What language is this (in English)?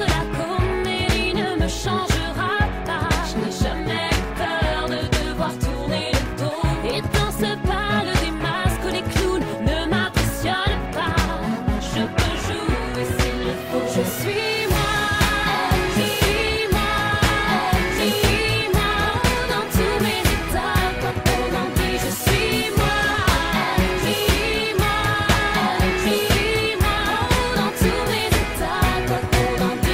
French